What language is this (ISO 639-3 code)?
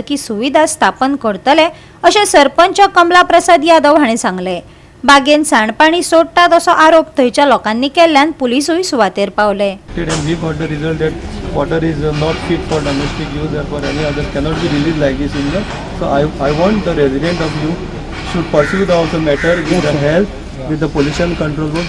kok